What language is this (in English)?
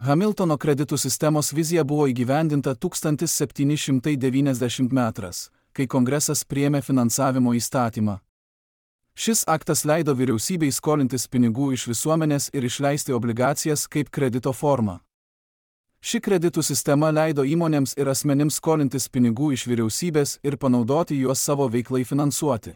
Lithuanian